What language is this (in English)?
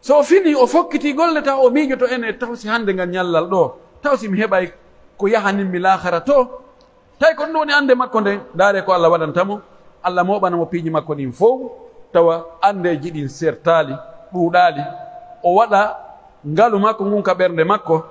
Pular